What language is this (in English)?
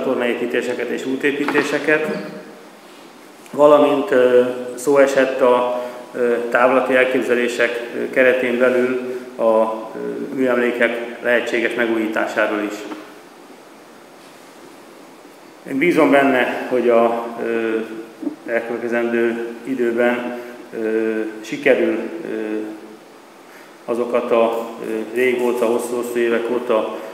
Hungarian